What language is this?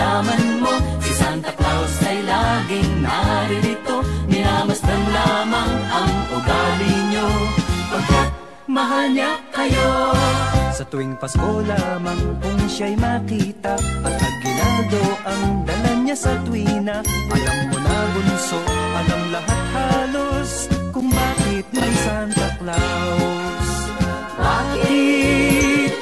Filipino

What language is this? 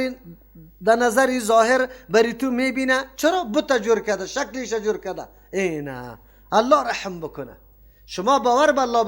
Persian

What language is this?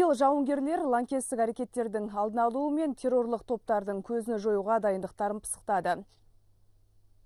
Kazakh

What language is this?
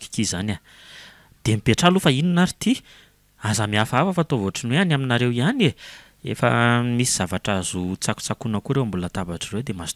Malagasy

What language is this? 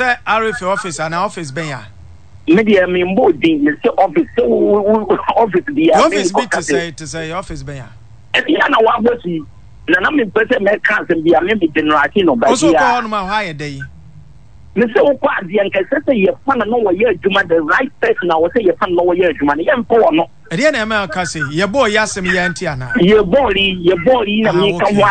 Akan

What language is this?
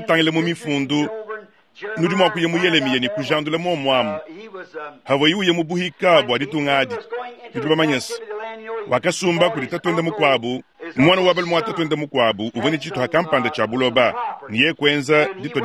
Luba-Lulua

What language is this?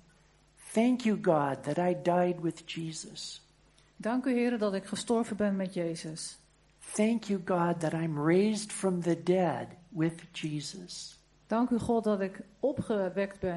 Dutch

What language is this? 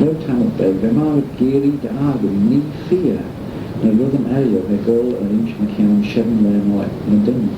Manx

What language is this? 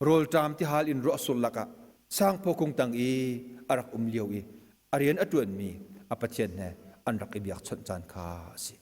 Hakha Chin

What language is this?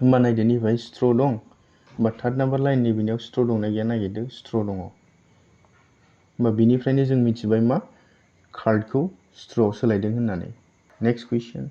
Bodo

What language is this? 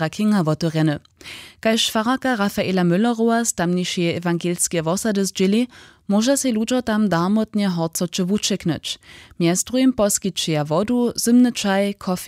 Upper Sorbian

